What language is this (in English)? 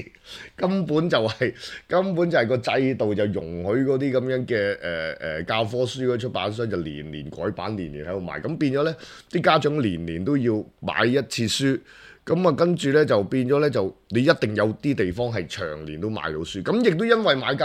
Cantonese